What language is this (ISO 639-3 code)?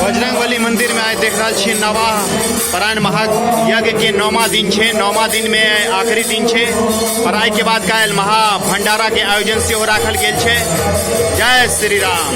mai